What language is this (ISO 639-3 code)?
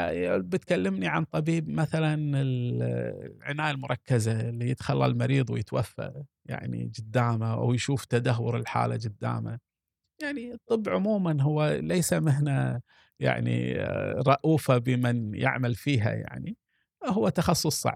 afb